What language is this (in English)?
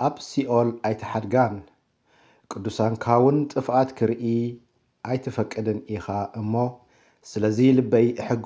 Tigrinya